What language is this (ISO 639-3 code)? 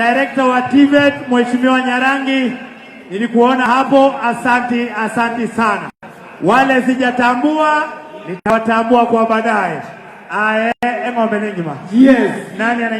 guz